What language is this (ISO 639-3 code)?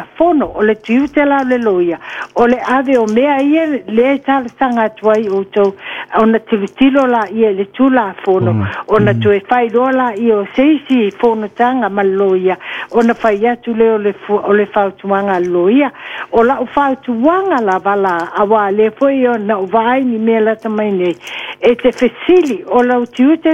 smo